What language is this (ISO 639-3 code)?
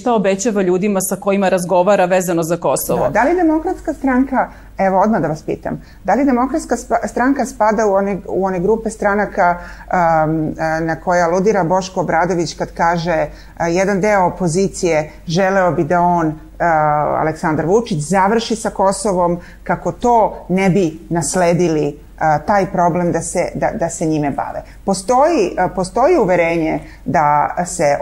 srp